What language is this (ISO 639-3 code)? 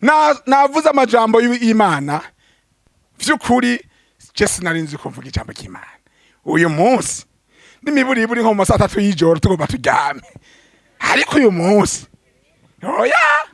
run